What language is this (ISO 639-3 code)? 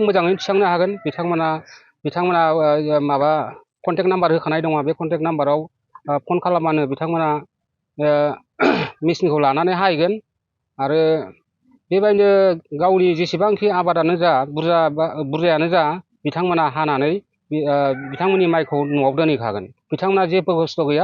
brx